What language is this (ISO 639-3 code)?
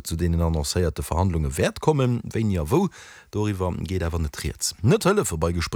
ltz